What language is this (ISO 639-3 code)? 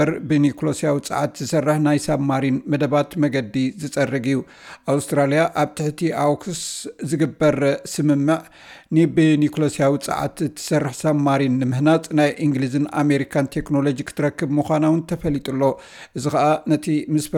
tir